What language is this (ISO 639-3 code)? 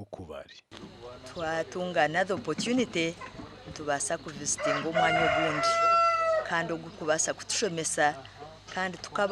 nyn